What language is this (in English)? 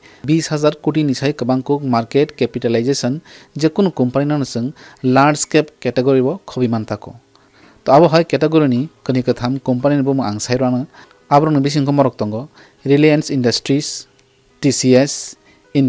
Kok Borok